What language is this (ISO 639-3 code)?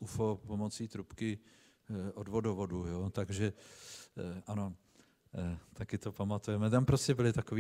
ces